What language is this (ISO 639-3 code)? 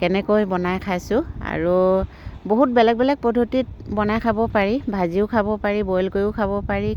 asm